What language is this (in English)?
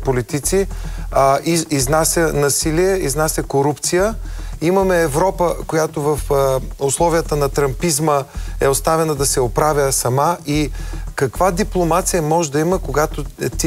Bulgarian